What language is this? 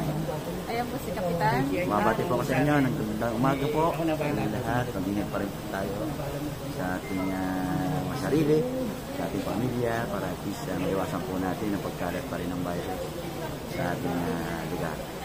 Filipino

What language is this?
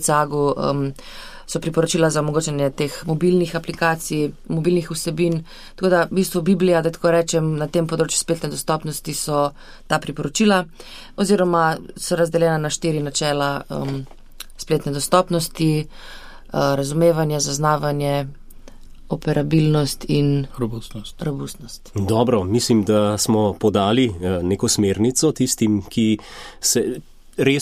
Slovenian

